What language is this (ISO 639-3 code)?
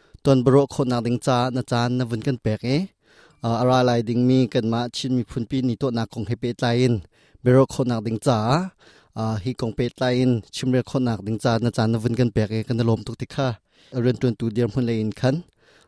cnh